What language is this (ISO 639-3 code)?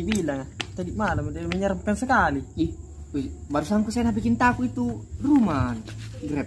mfp